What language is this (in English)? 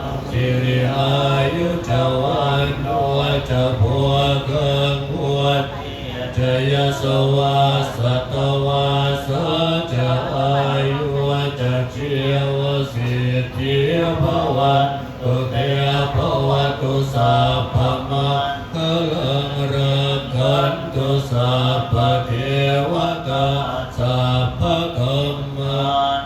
Pali